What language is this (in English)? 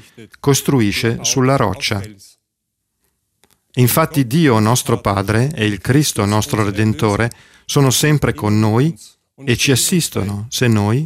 Italian